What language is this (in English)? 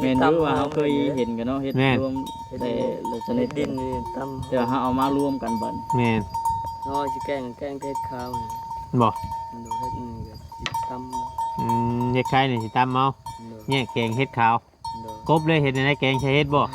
Northeastern Thai